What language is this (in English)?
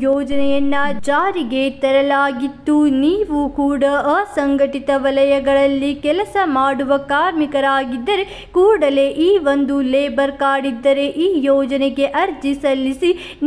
Kannada